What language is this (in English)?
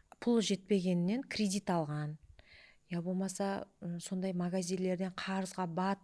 Kara-Kalpak